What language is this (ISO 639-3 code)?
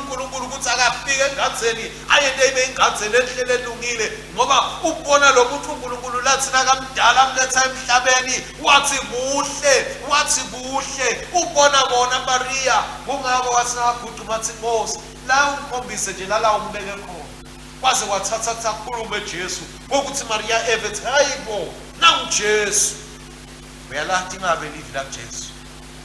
ssw